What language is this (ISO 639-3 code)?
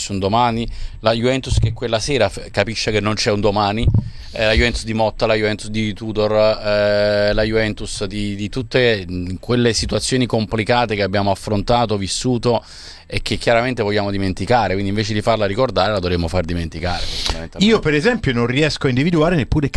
ita